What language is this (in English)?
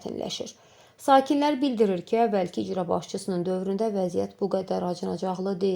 Azerbaijani